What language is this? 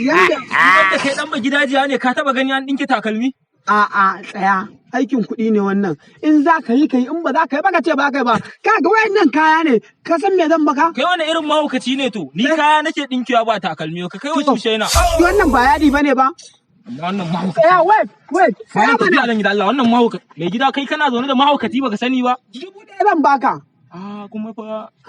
Hausa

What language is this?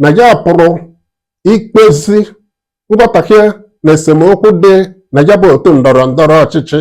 Igbo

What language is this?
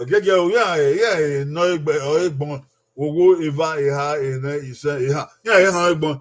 Bini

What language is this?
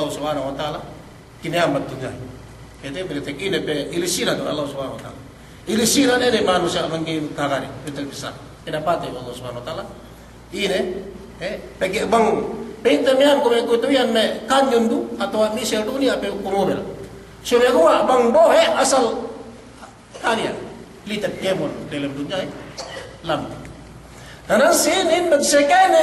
Yakan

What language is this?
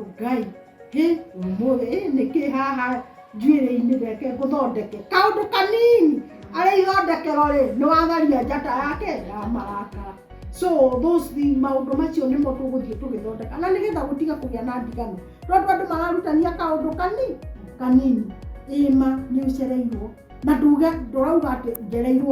Kikuyu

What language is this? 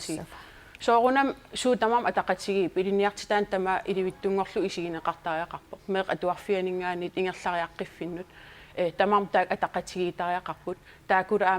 Kalaallisut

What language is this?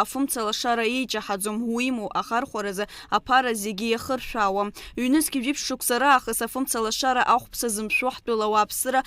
Abkhazian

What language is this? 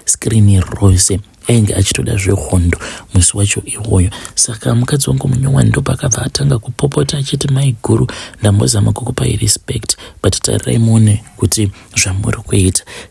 Shona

